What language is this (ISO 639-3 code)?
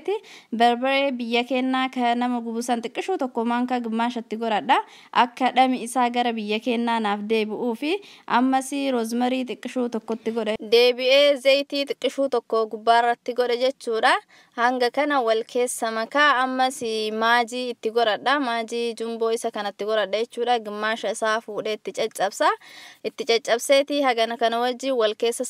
orm